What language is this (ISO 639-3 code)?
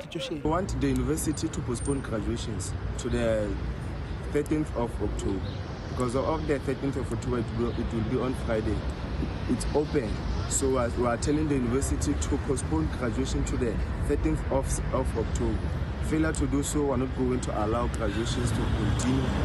ven